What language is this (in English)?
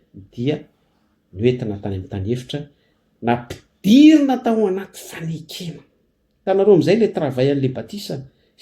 Malagasy